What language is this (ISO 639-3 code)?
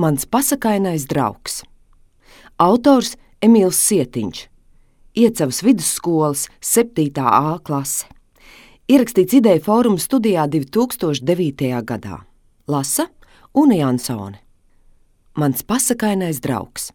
lav